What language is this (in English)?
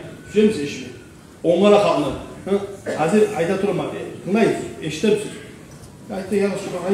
Kumyk